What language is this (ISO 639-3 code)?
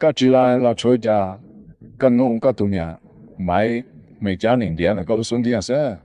hmn